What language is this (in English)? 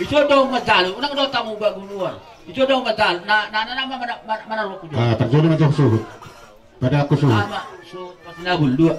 Batak Toba